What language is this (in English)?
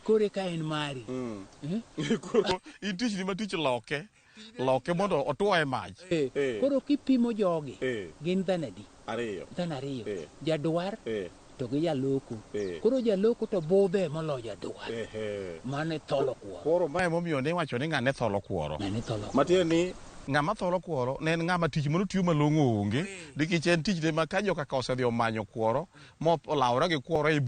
Luo (Kenya and Tanzania)